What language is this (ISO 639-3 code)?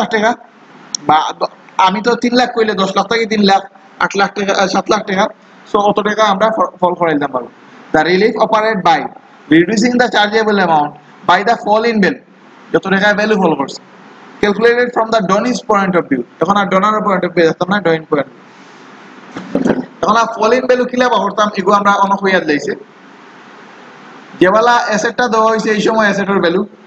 syl